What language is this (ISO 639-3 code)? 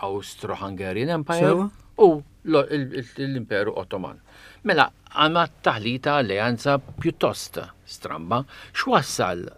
mlt